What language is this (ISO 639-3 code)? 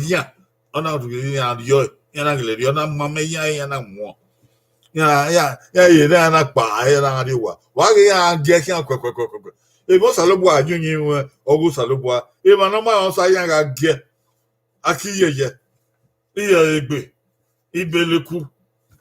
bin